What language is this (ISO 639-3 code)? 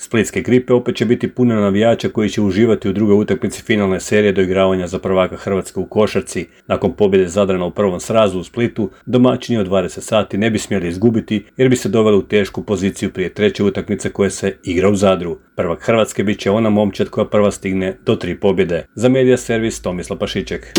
hrv